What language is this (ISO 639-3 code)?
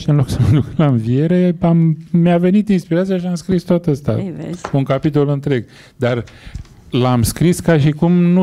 ron